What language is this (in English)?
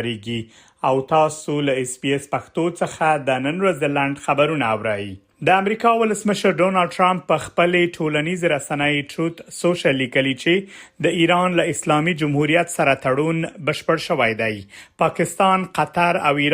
Pashto